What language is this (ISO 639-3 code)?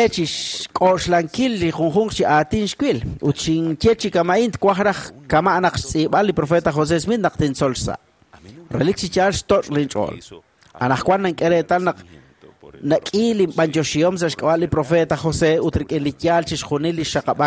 kek